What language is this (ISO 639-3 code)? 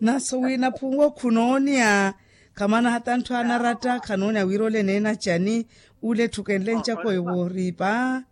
vmw